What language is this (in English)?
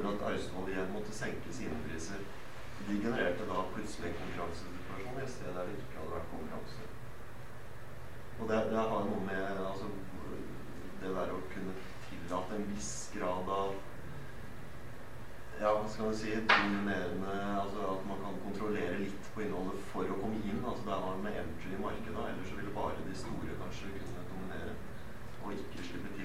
Norwegian